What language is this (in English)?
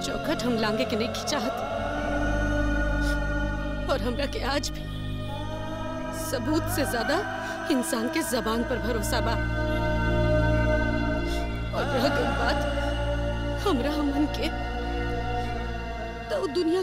Bhojpuri